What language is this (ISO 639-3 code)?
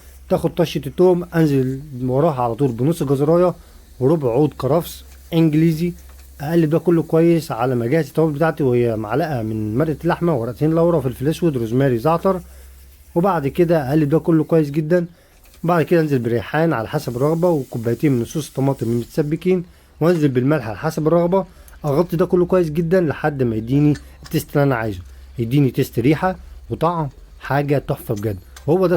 arz